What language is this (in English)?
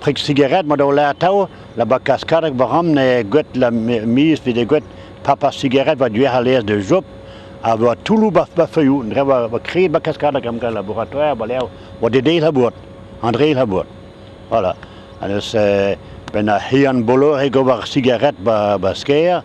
Breton